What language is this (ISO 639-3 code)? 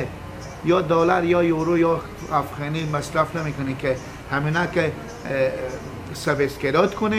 fas